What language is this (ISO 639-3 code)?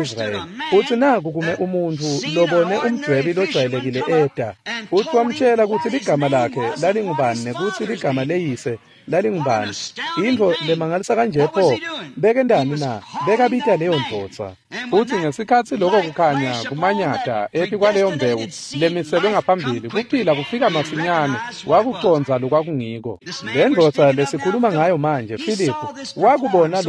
ssw